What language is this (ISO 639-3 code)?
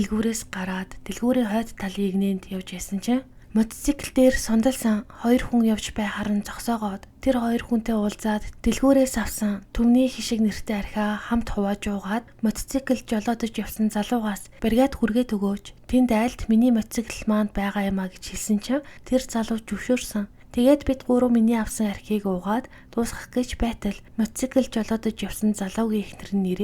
mon